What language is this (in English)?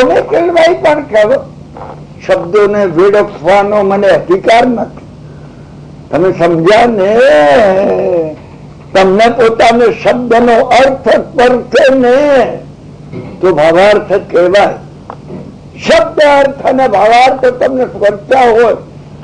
Gujarati